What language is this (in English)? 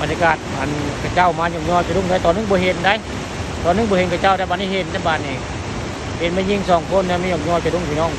Northeastern Thai